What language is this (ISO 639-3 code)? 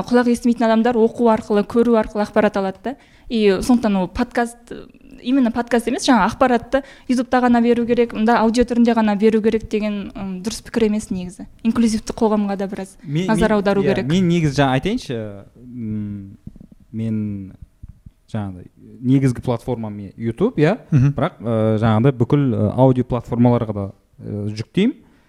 kaz